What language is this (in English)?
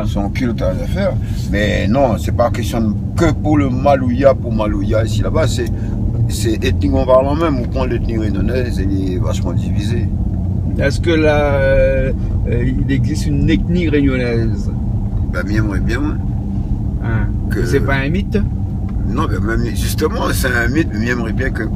Réunion Creole French